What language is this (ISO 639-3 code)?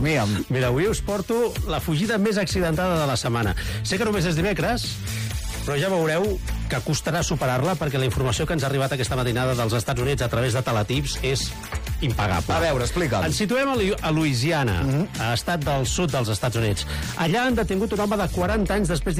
cat